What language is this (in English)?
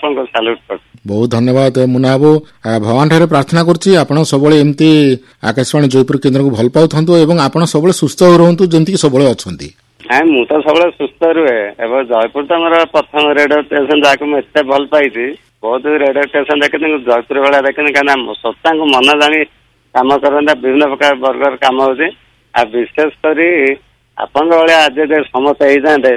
Odia